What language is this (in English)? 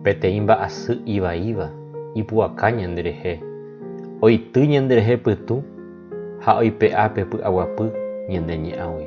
Guarani